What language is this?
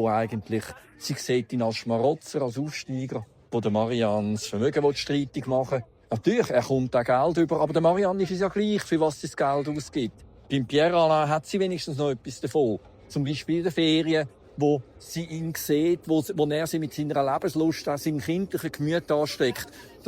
Swiss German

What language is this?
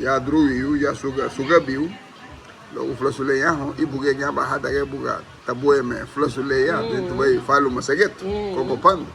Garifuna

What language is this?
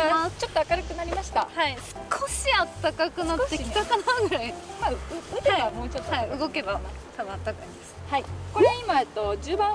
Japanese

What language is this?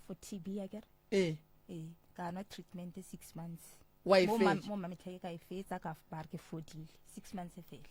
Northern Sotho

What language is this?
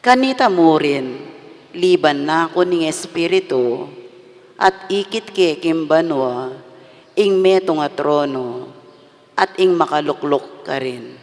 Pampanga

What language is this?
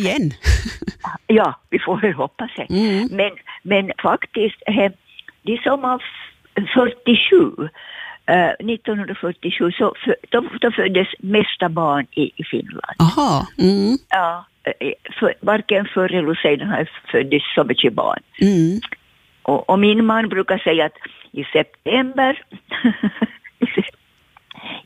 Swedish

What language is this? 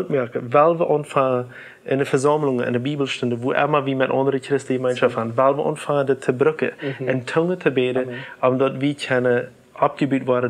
Plautdietsch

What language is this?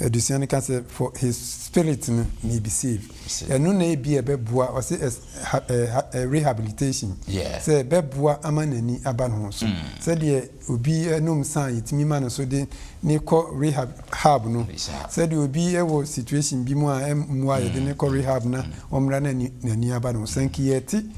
Akan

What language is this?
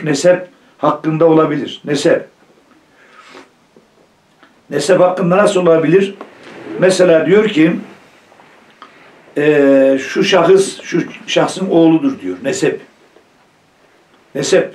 Turkish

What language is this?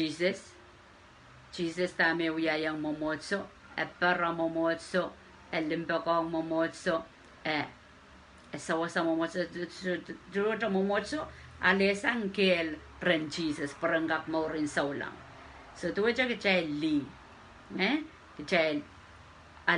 Pohnpeian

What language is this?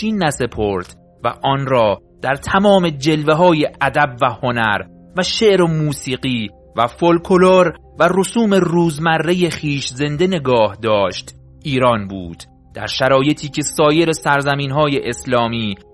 Persian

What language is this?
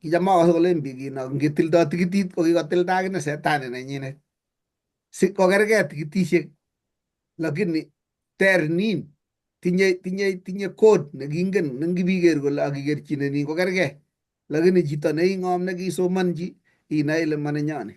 Kalenjin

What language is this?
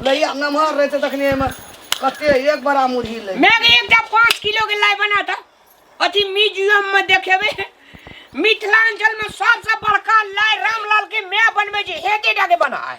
Maithili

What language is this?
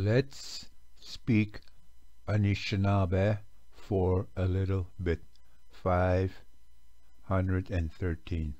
Ojibwa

